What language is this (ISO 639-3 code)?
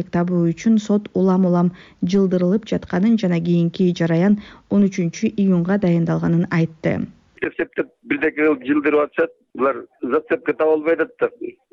kir